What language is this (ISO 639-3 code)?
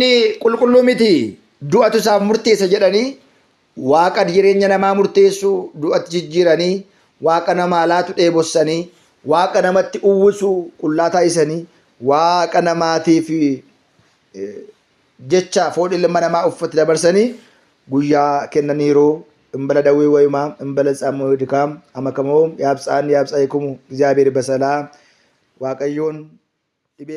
orm